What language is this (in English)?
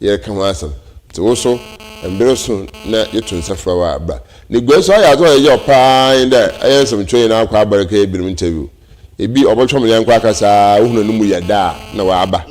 Akan